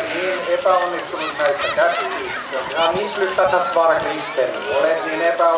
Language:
Finnish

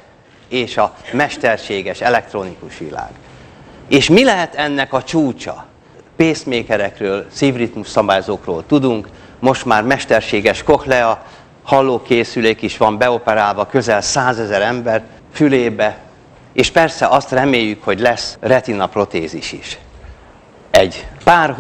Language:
Hungarian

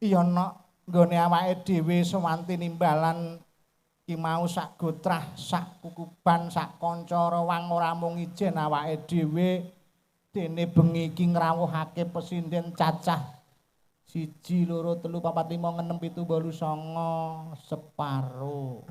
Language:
Javanese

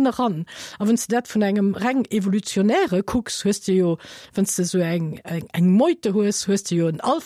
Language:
Luxembourgish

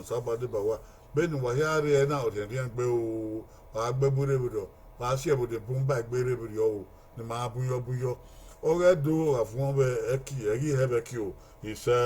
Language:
Bini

